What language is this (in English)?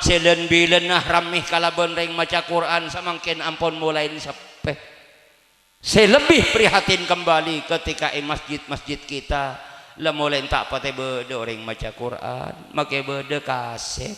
Madurese